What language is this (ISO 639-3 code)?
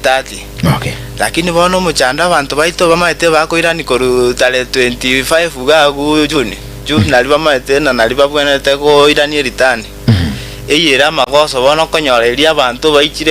guz